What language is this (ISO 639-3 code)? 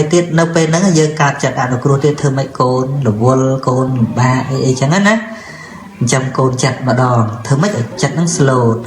khm